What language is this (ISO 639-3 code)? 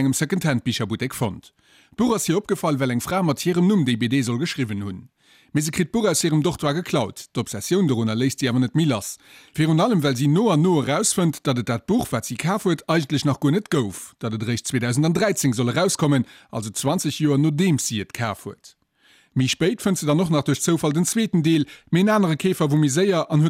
ltz